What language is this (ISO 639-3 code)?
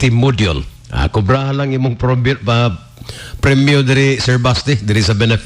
ceb